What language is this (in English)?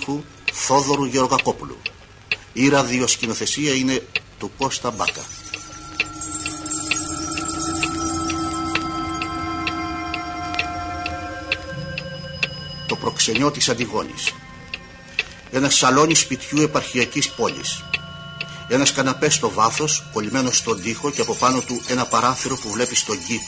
Greek